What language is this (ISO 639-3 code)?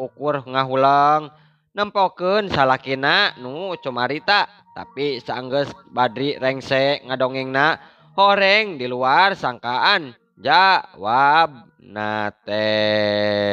sun